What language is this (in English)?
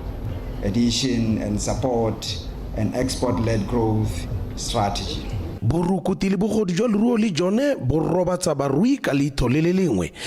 Tswana